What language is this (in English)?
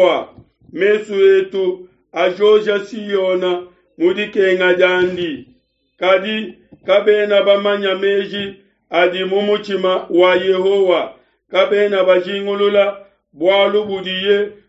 Luba-Lulua